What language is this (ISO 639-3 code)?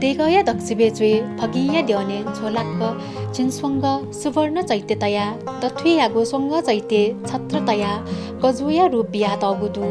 new